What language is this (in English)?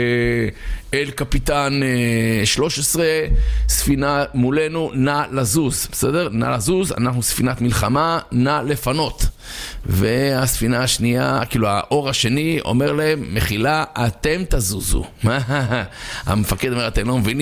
Hebrew